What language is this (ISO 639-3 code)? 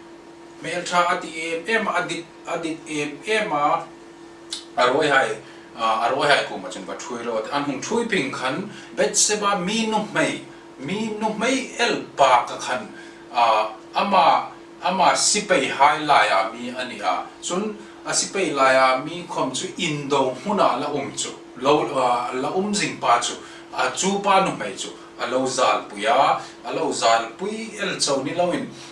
hmr